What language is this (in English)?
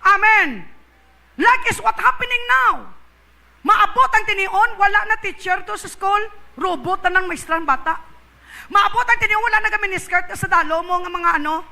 Hiligaynon